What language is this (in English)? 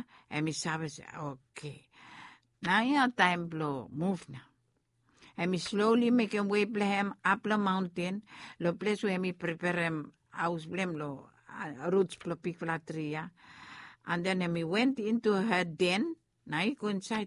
Bislama